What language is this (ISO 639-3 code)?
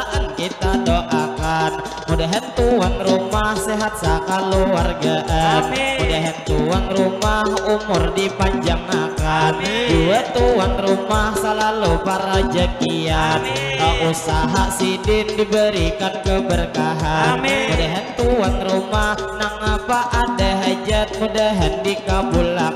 bjn